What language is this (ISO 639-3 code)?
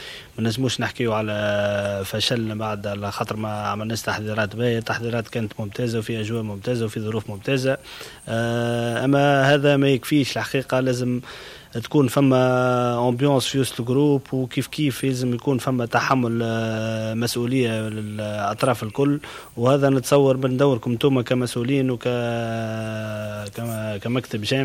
aeb